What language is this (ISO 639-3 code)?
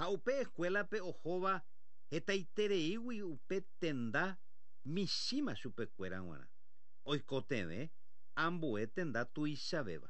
grn